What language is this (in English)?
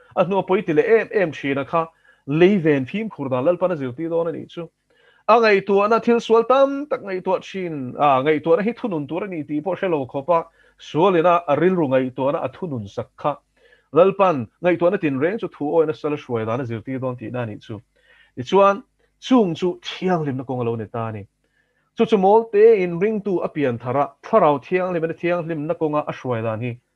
Mizo